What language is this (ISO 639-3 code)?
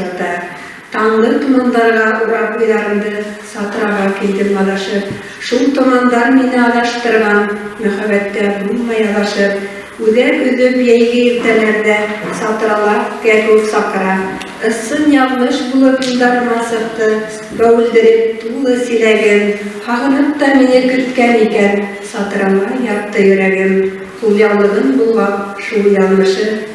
bak